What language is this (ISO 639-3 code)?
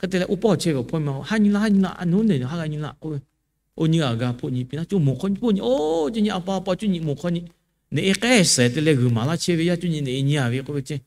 lhu